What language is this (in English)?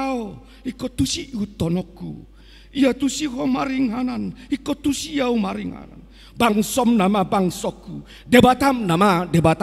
Batak Toba